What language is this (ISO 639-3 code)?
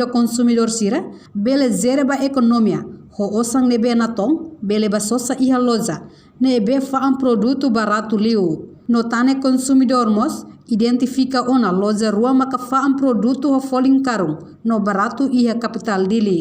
tet